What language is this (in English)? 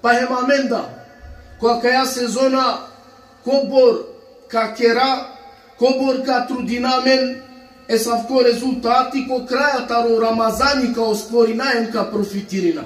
Balkan Romani